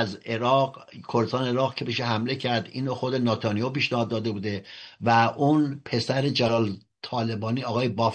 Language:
Persian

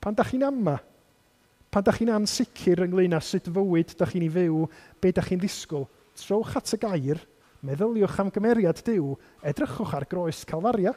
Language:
Welsh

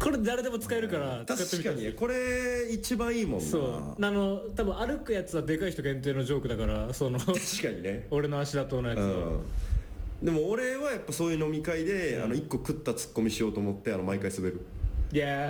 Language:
Japanese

